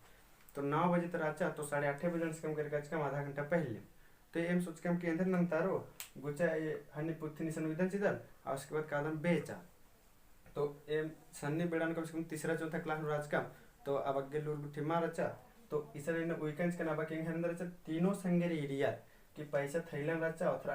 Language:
Kurukh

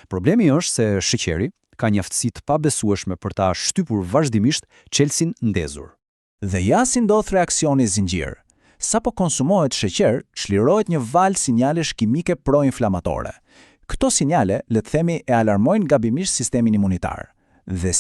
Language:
Albanian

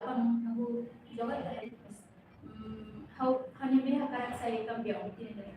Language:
Tetum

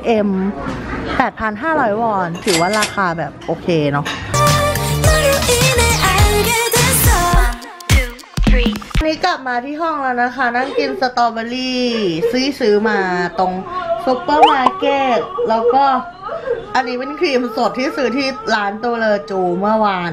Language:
Thai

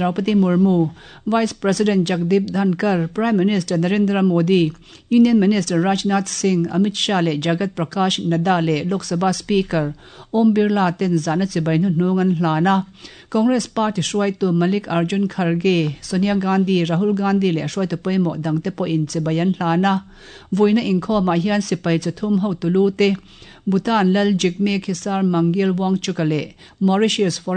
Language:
Mizo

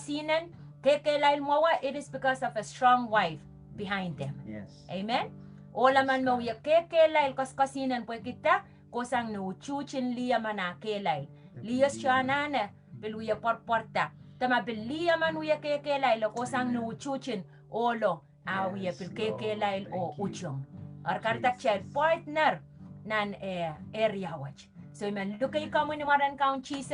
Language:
Pohnpeian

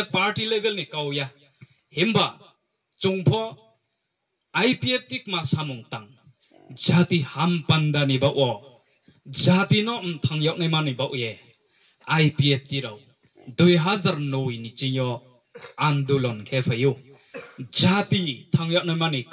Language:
Riang (India)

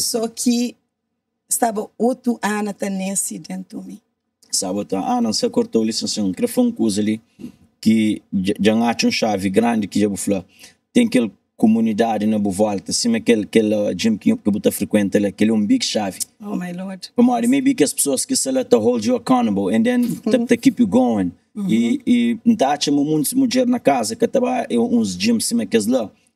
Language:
Kabuverdianu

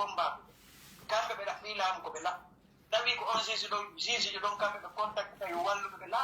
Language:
Pular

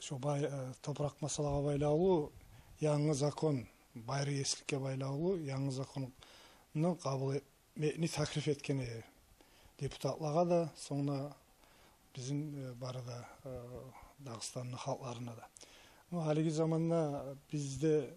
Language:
Kumyk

